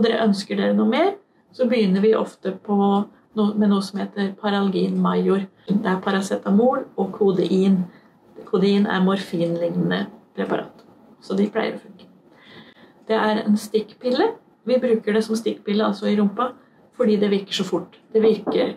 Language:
Norwegian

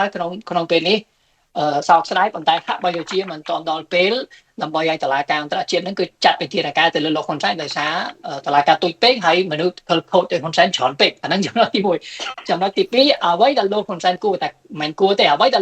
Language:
Khmer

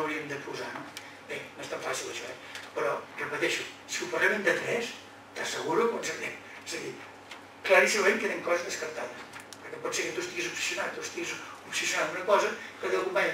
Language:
Catalan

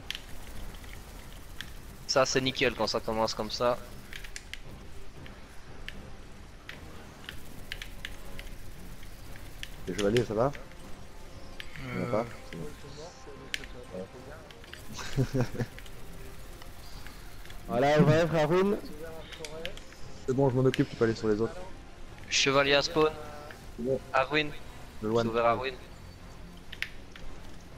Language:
French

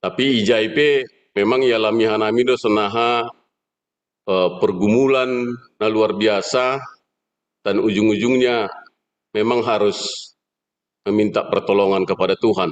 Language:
Batak Simalungun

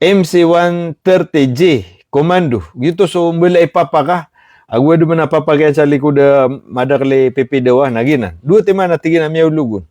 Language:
Maranao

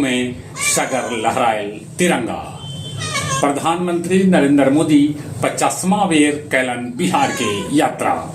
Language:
Magahi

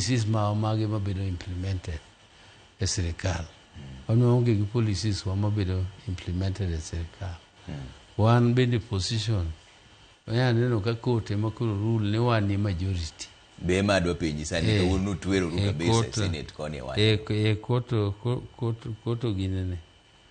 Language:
Luo (Kenya and Tanzania)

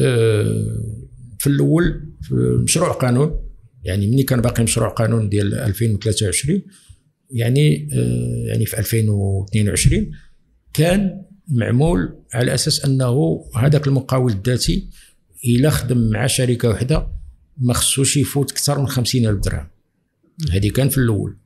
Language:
Moroccan Arabic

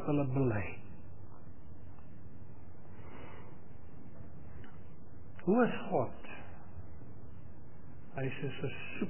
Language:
Afrikaans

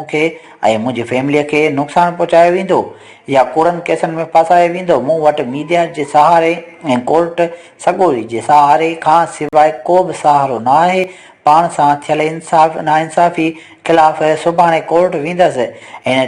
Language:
Sindhi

